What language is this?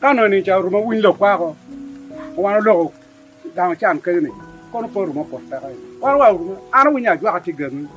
Acoli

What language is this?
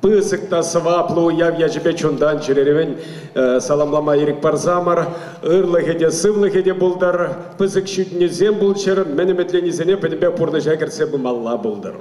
Chuvash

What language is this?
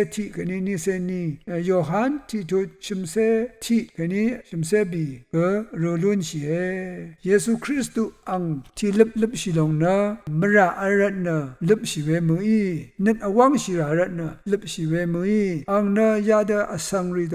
Rawang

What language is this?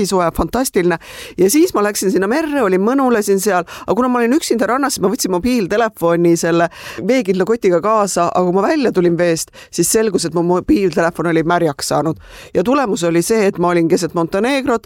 Estonian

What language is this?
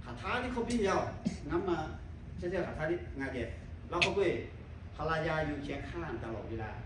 Lahu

